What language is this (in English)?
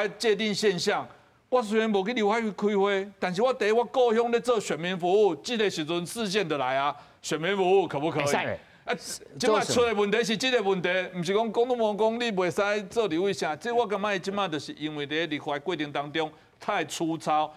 Min Nan Chinese